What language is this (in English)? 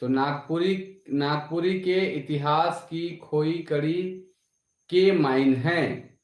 Sadri